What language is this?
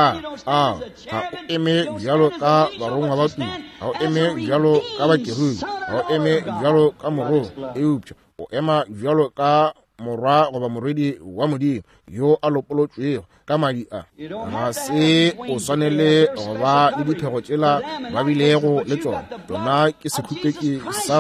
Northern Sotho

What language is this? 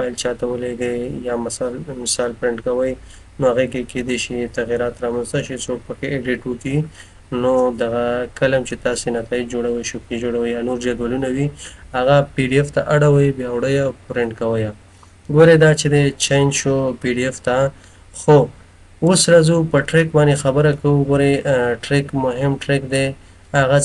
Pashto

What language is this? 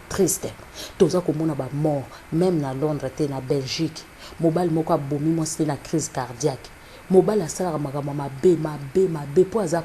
Lingala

